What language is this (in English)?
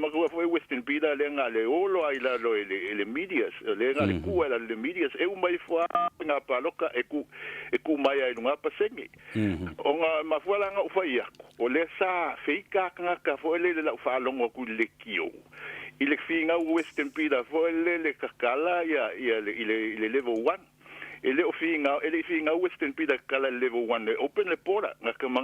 Samoan